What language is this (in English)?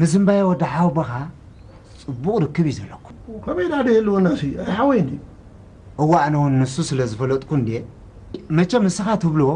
Tigrinya